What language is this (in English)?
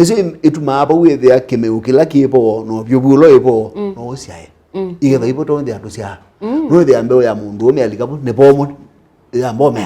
Kamba